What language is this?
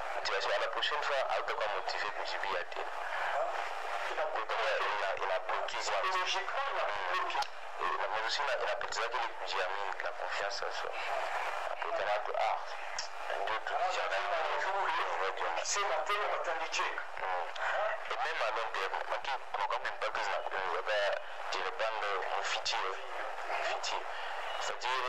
Swahili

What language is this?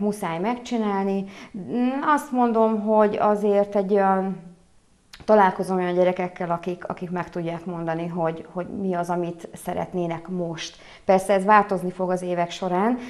Hungarian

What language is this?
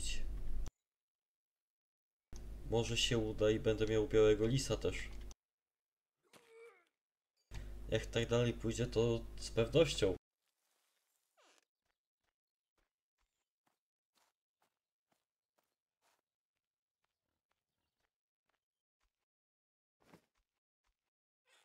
Polish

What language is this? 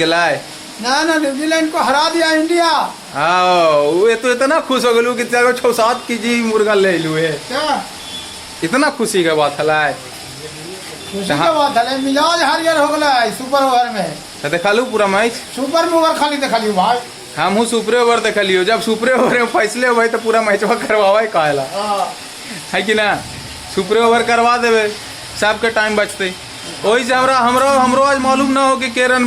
Magahi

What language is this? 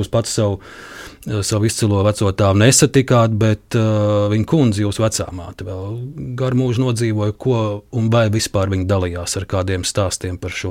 Latvian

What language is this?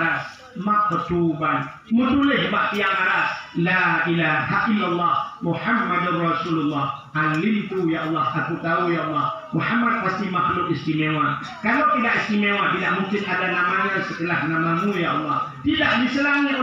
Achinese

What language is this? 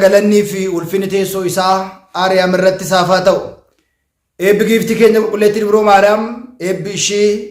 Oromo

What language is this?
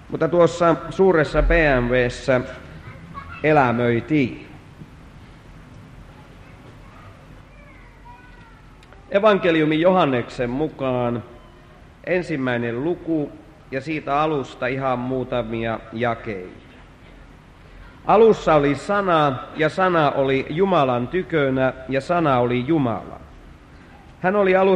Finnish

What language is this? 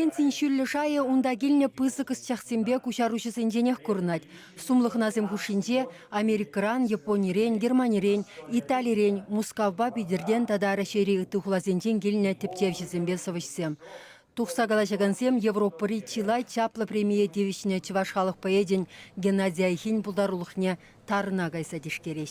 Chuvash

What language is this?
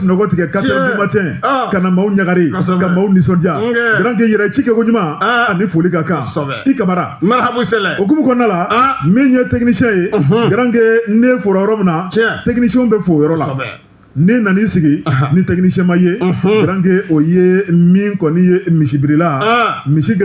Bambara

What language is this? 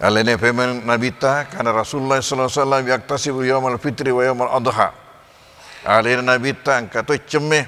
Buginese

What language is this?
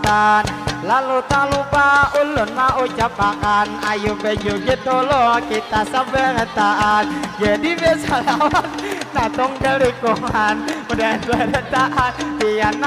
Banjar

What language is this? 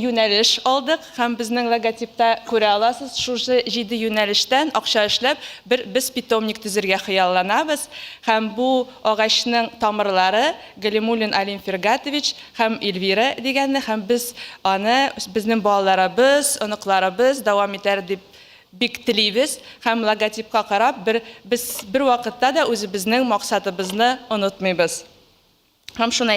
Tatar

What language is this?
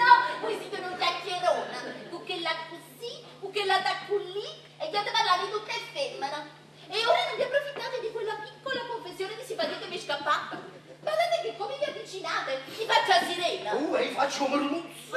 Neapolitan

